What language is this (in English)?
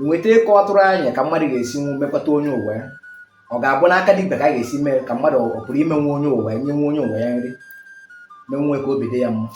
Igbo